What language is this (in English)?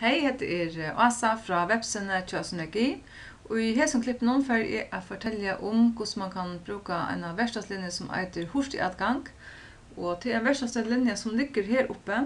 Faroese